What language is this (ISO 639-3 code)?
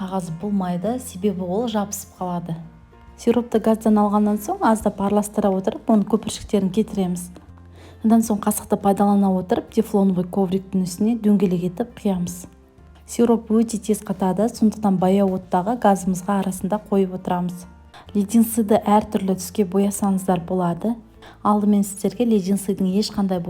kaz